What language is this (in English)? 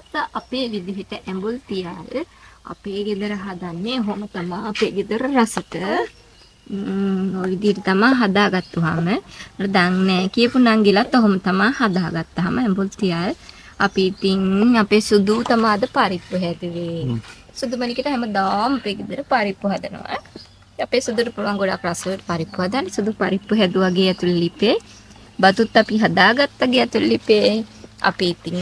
Sinhala